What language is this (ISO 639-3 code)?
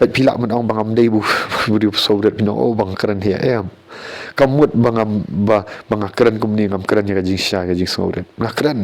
kha